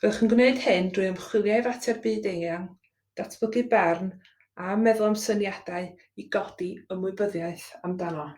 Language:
Welsh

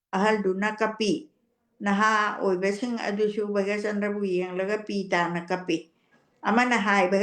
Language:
Manipuri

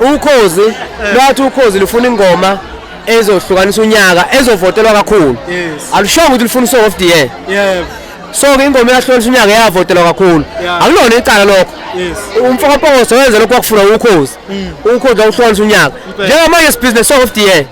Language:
Zulu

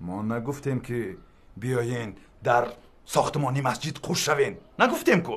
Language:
Tajik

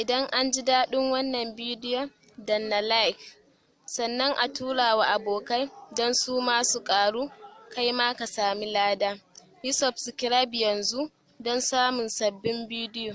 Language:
Hausa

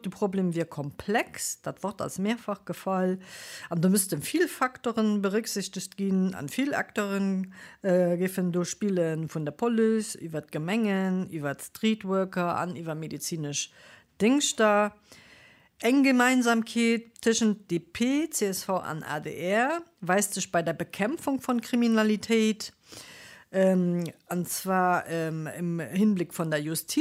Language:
Luxembourgish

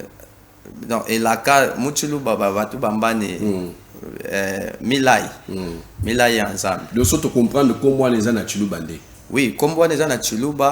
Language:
Lingala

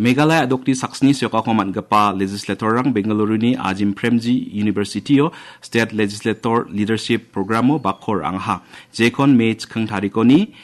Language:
Garo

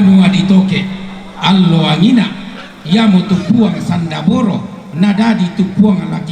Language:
Toraja-Sa'dan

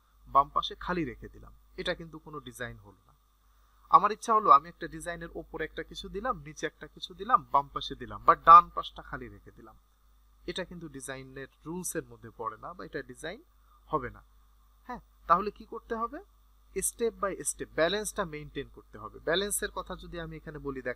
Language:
Bangla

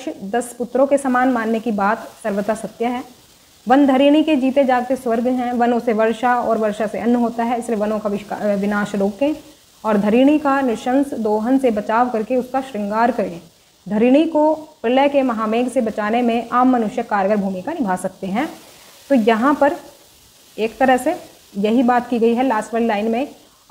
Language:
Hindi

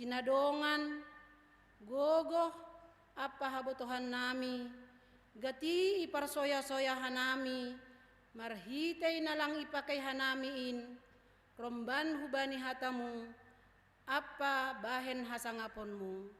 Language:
Batak Simalungun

